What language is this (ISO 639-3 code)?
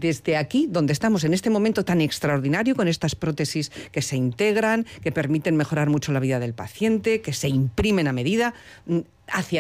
spa